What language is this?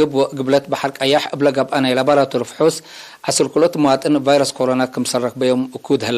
Tigre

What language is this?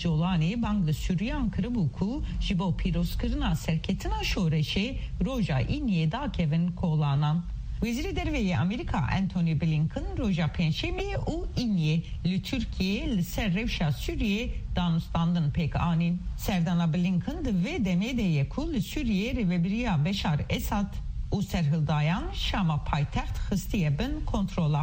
Kurdish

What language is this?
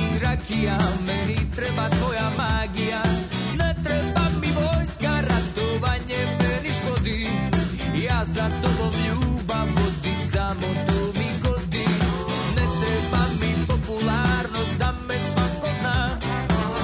Serbian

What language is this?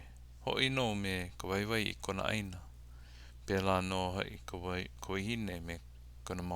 Hawaiian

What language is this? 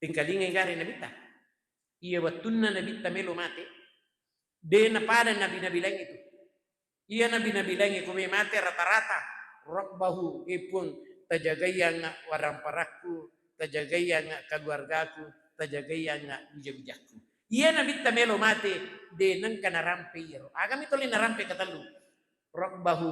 Buginese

